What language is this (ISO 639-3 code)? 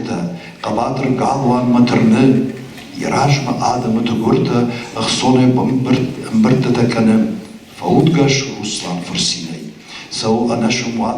oss